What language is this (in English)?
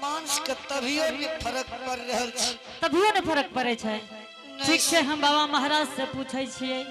Angika